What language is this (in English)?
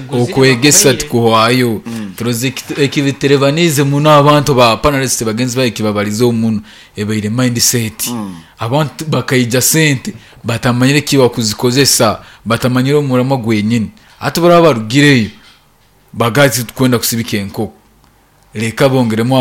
Nyankole